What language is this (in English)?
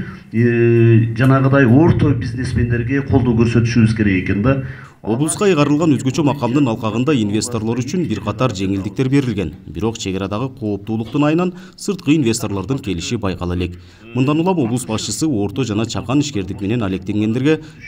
Kyrgyz